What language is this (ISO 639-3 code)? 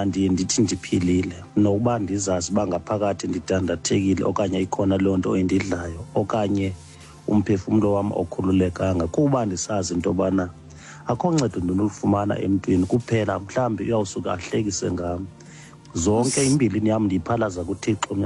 xho